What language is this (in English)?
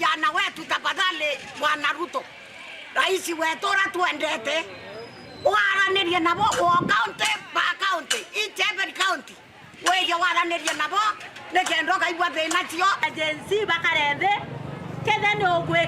Meru